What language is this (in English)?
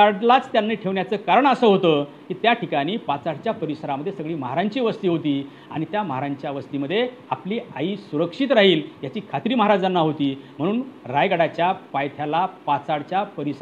Marathi